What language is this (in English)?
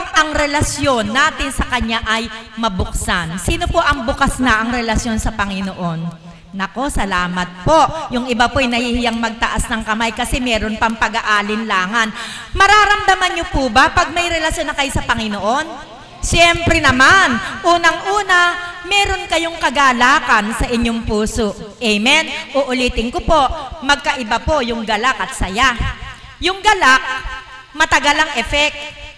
Filipino